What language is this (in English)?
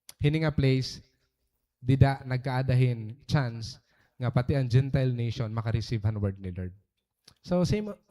Waray